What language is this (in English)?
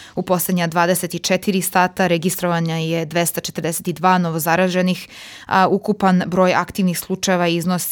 Serbian